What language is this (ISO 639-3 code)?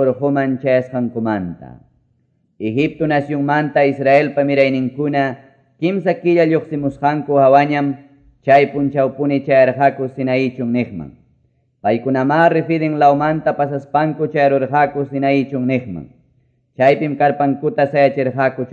que